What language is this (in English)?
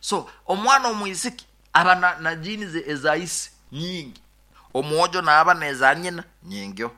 Nyoro